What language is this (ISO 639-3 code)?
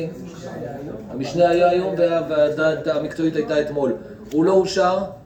heb